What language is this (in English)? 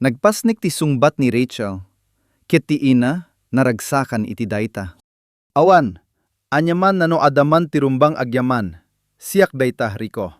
Iloko